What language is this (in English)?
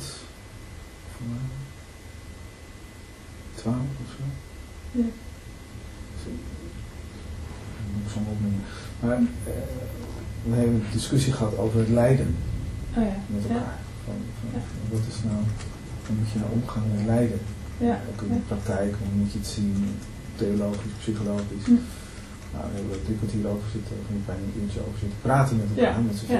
Dutch